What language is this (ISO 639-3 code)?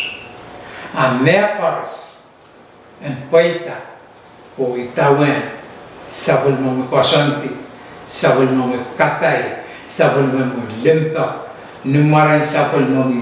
pon